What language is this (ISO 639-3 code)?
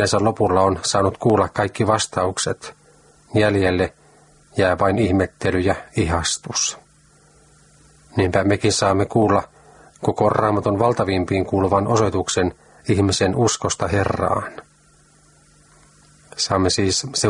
fin